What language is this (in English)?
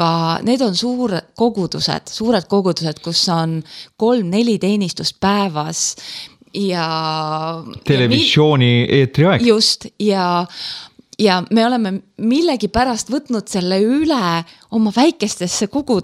Estonian